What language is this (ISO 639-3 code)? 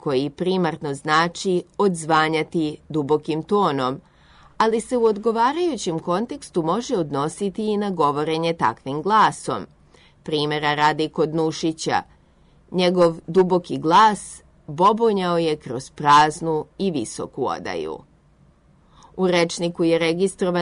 srp